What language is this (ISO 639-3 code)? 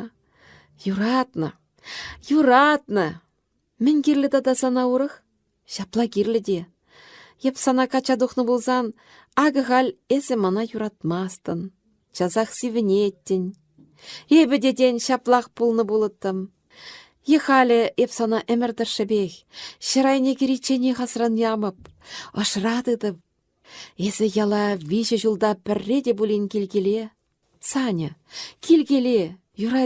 chv